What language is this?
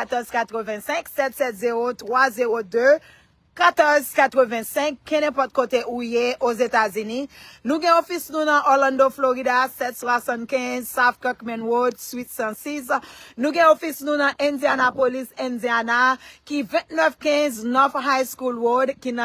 Haitian Creole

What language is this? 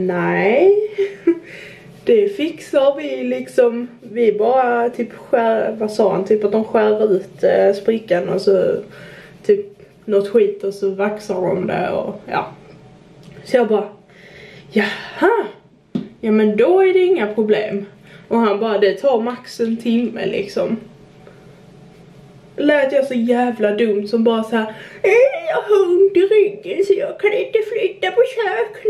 Swedish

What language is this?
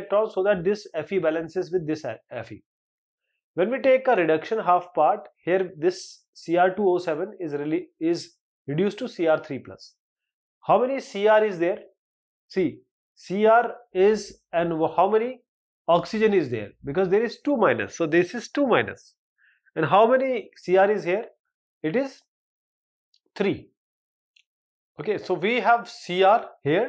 English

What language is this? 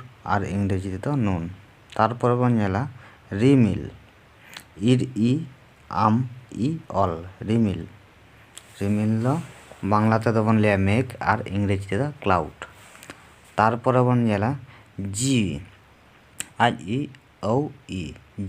Santali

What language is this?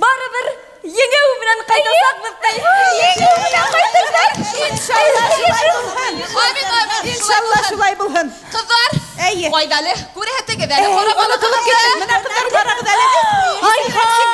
Bashkir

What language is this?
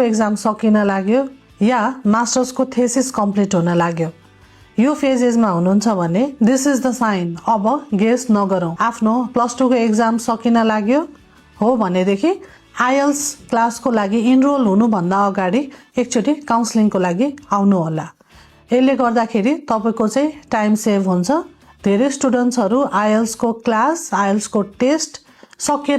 Nepali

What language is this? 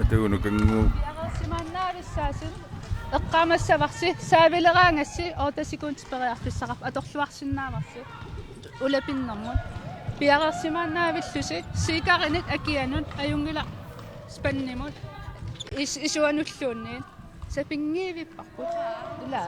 Kalaallisut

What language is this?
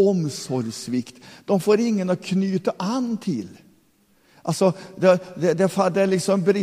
Swedish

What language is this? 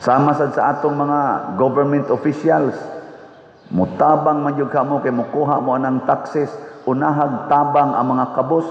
Cebuano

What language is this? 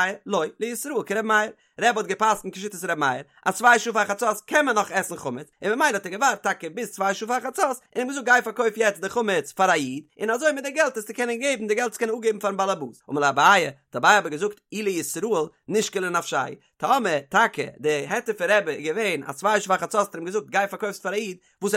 Yiddish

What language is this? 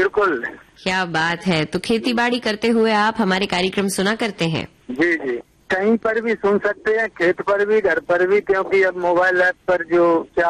Hindi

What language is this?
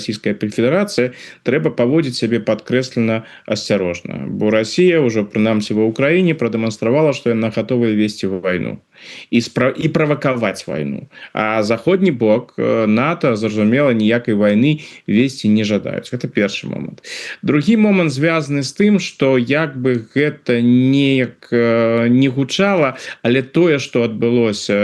Belarusian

